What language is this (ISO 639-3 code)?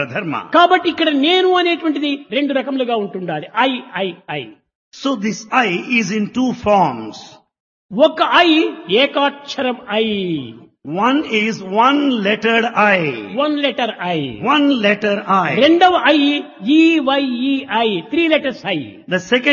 tel